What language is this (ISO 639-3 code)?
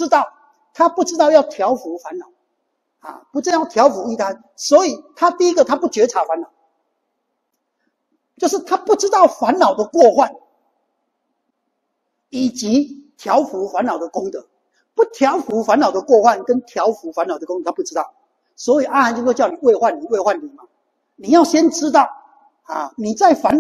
zho